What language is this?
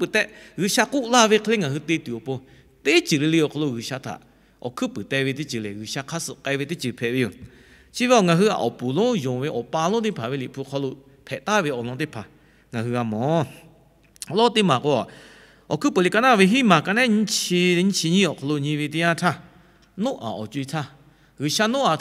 Lahu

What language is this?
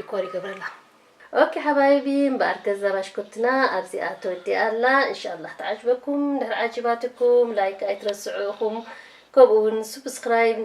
Tigrinya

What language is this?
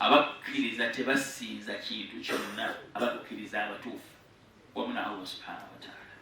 Ganda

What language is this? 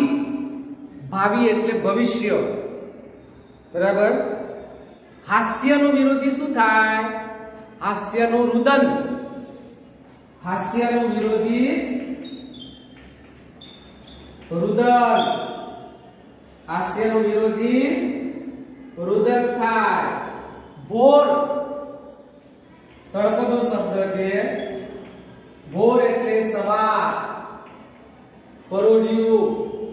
Gujarati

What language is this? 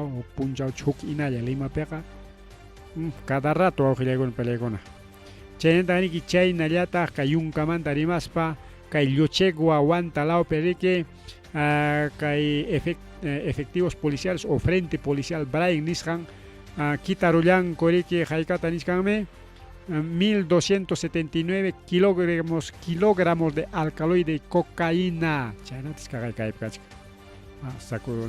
Ayacucho Quechua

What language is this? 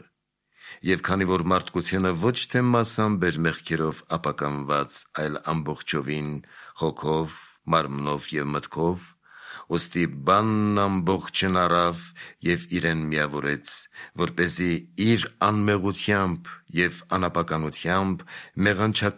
Armenian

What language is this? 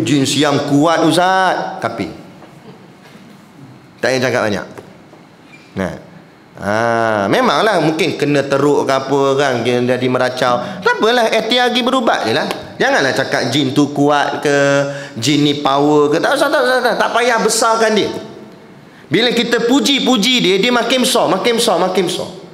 Malay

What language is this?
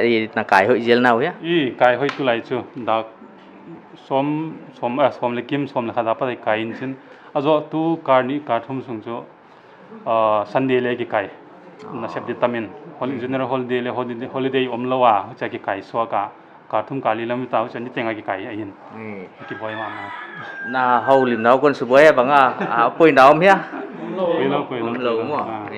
Paite Chin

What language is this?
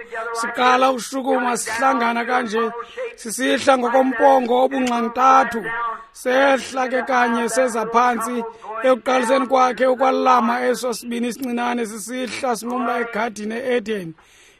Xhosa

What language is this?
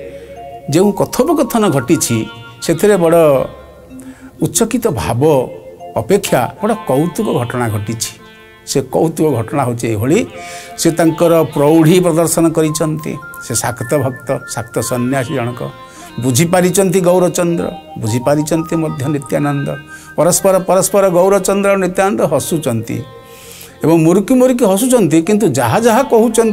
Odia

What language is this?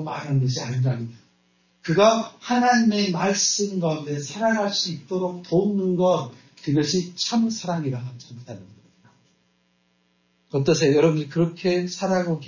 Korean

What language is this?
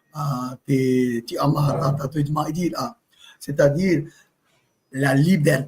Tahitian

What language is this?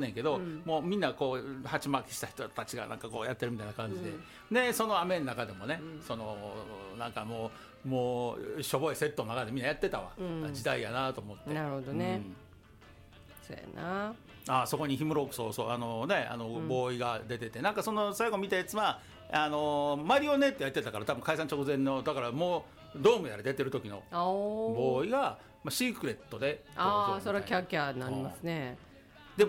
Japanese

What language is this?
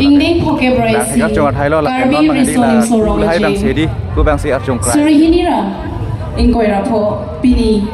Karbi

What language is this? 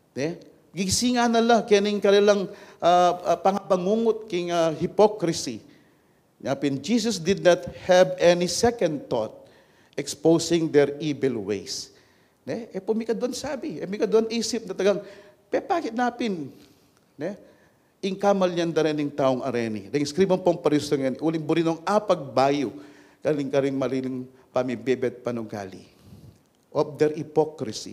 Pampanga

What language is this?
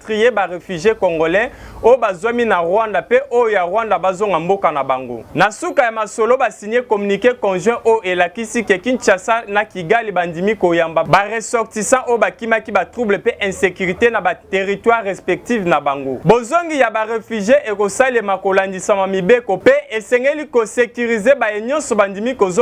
Lingala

